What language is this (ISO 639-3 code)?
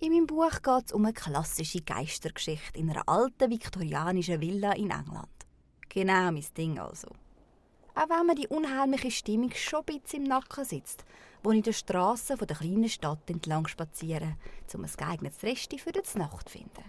gsw